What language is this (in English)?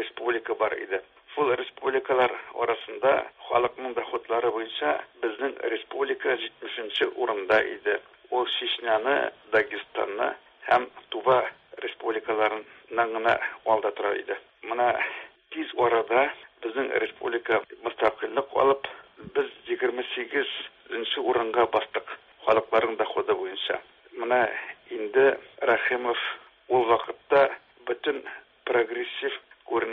Tatar